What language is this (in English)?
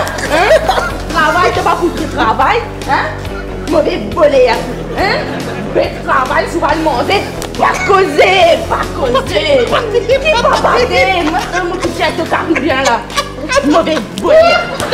Morisyen